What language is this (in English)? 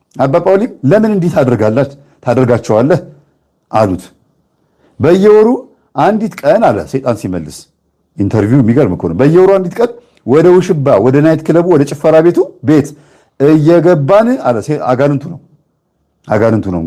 Amharic